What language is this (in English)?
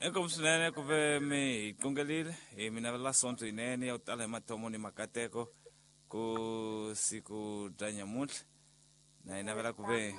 Tsonga